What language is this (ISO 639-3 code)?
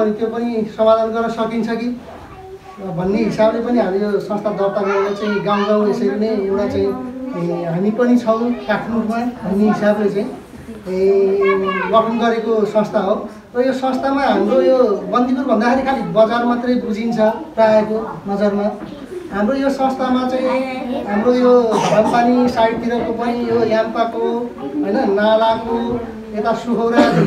nep